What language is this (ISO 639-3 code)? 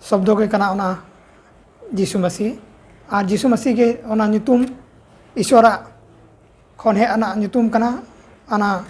sat